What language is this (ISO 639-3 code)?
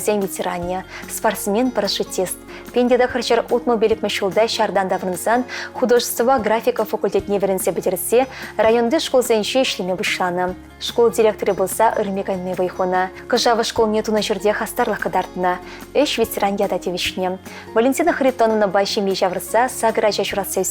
chv